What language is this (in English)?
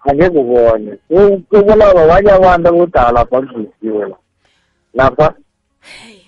South Ndebele